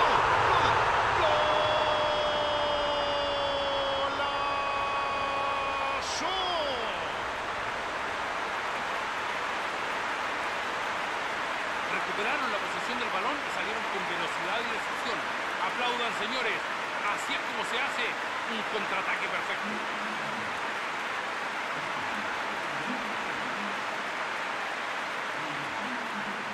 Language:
Spanish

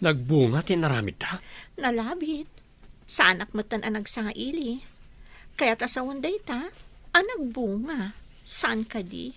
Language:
Iloko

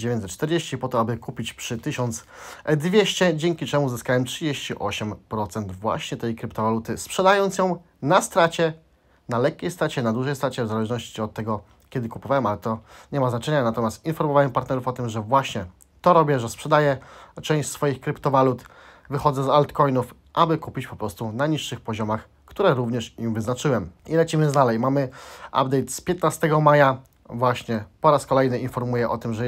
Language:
Polish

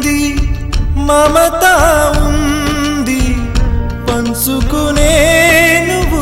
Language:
Telugu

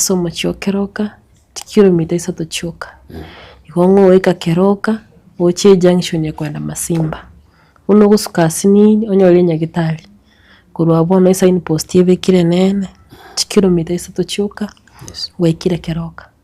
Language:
Gusii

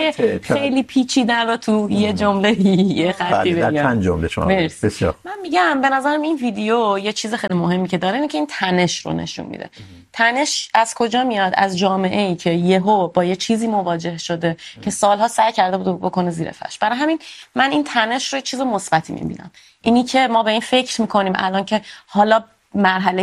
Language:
Persian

